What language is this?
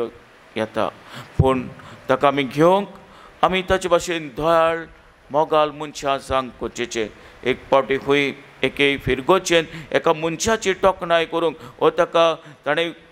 Konkani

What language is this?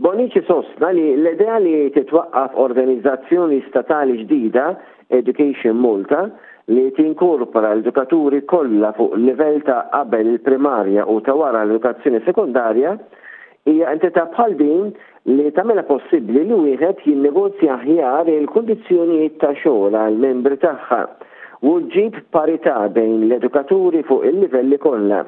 Maltese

